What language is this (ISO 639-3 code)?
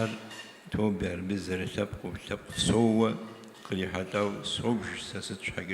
kbd